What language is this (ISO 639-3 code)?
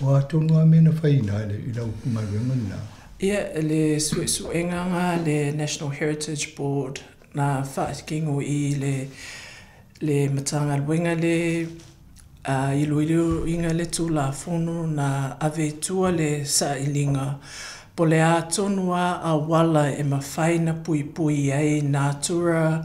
smo